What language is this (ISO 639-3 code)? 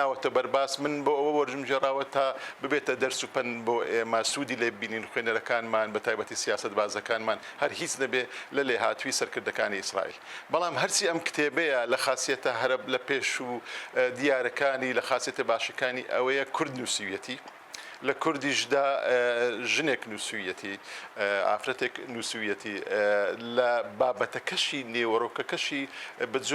ckb